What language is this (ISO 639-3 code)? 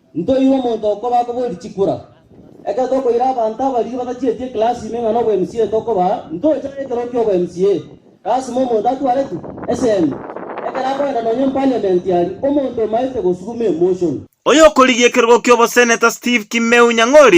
guz